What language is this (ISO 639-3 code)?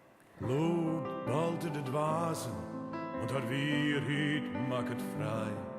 fry